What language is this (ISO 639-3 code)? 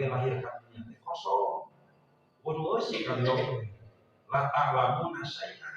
sun